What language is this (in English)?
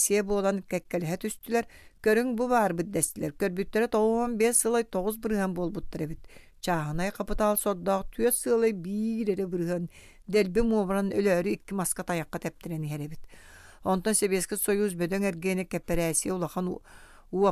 Yakut